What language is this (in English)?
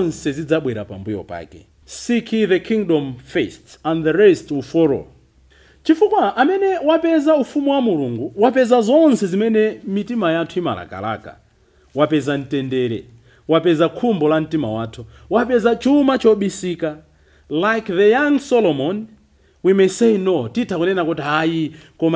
Nyanja